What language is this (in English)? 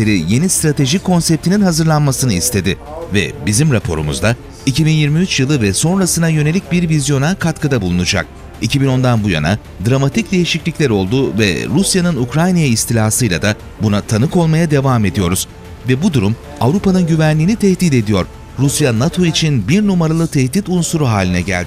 Turkish